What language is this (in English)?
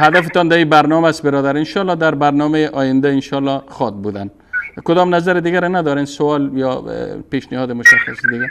Persian